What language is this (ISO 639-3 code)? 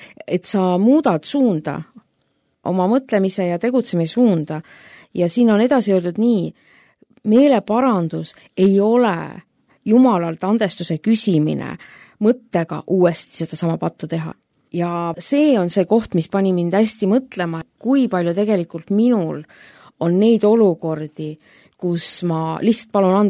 est